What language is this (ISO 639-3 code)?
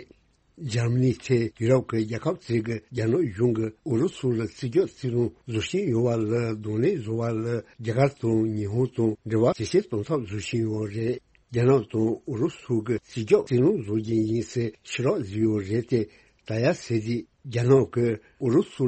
bod